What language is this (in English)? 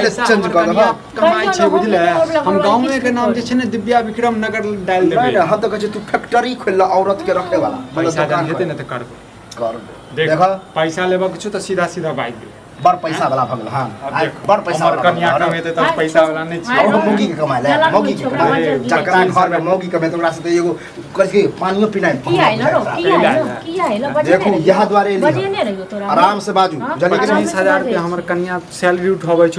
Maithili